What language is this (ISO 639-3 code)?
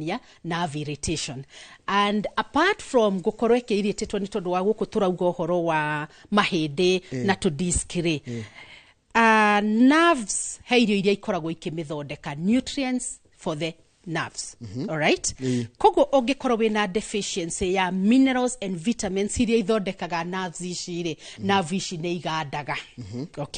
kik